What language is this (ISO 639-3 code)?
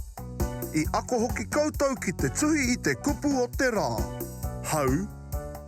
mri